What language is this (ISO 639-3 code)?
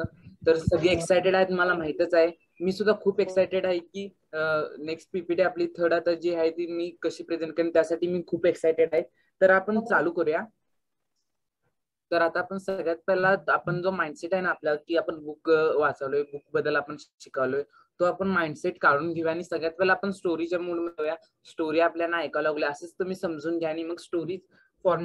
mar